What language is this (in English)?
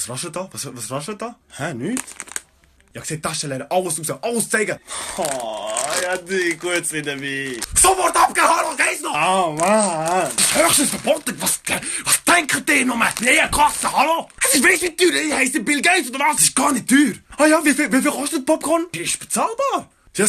Swiss German